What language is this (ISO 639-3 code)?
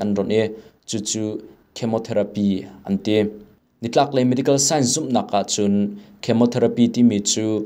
cnh